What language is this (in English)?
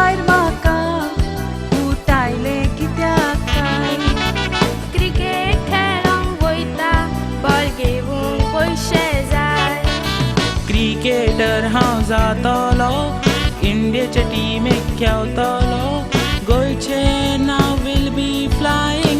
Konkani